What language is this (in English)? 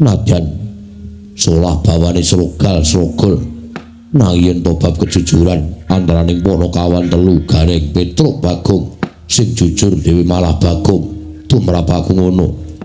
Javanese